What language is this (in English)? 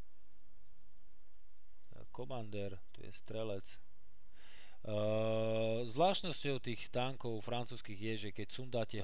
Slovak